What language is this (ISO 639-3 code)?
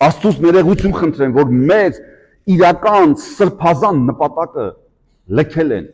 hye